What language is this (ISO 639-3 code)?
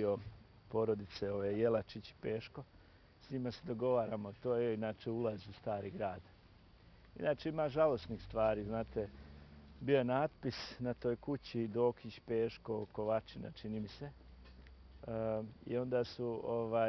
bos